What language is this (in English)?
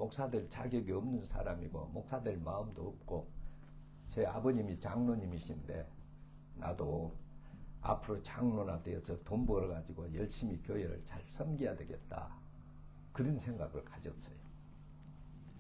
Korean